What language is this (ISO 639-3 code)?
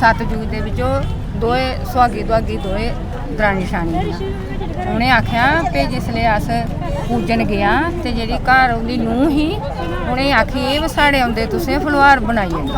doi